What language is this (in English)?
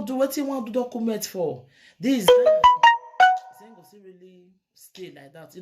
Nigerian Pidgin